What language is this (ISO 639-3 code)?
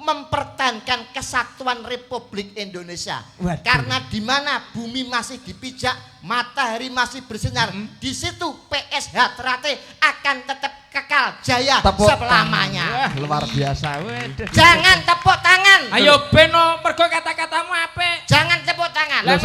jav